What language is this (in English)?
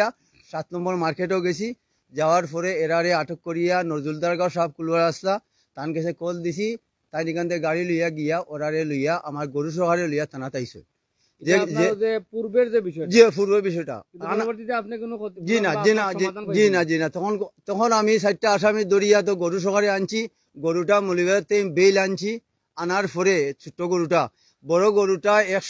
Sylheti